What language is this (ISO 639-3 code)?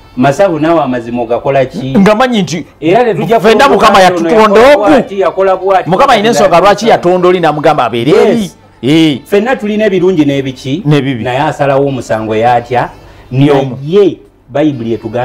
lug